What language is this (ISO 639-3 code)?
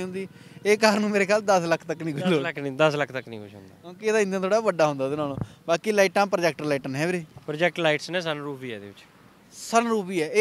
pan